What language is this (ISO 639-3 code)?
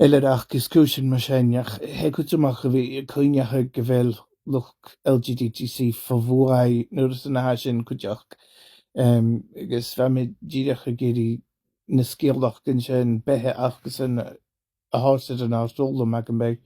gla